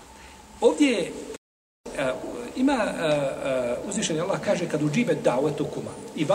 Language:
Bosnian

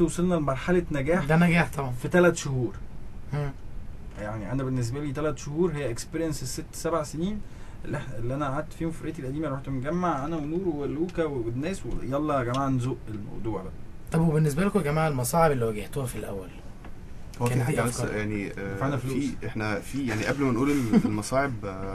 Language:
Egyptian Arabic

